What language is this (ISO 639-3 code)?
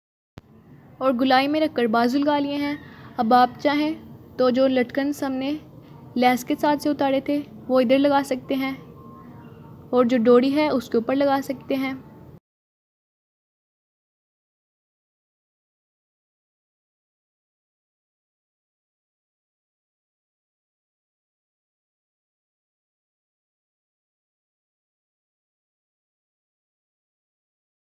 hin